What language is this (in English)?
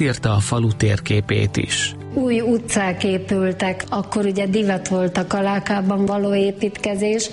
Hungarian